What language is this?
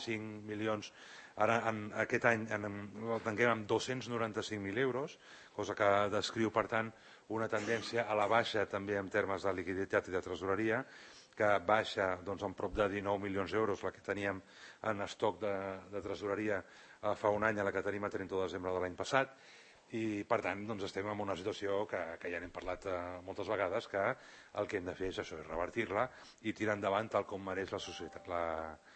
Catalan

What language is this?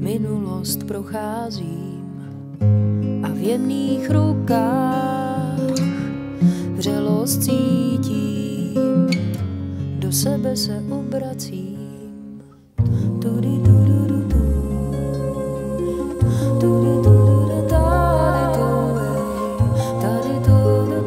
Czech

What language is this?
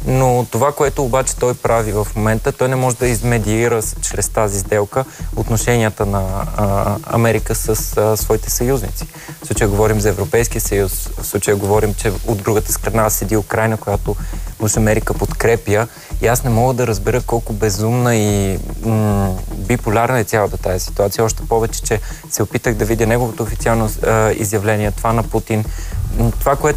Bulgarian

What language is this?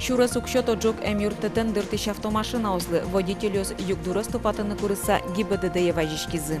Udmurt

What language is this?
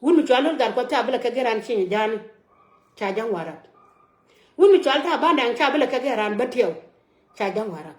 Nuer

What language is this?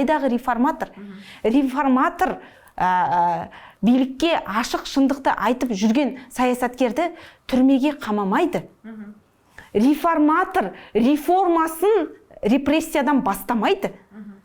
Kazakh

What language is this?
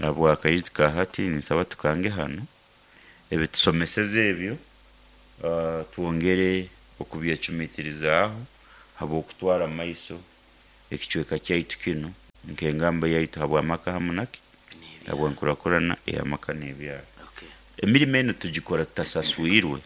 Nyoro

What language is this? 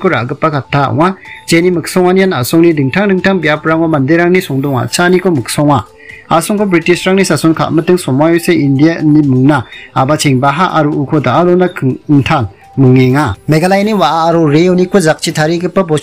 Garo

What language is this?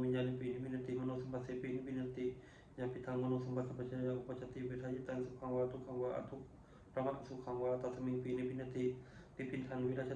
Pali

